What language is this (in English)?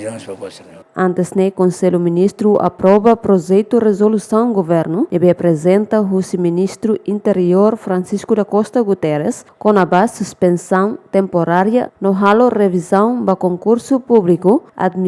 Tetum